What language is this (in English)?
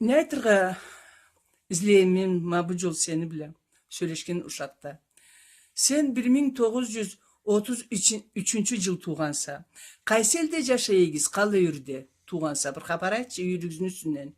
Karachay-Balkar